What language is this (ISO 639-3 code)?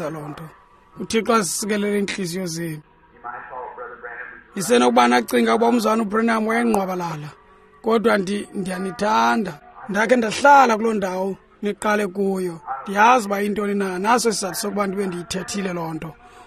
xho